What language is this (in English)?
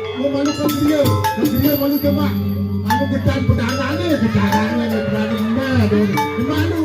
Balinese